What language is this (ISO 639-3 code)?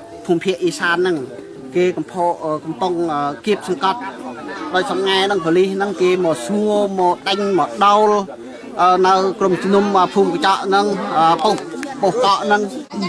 khm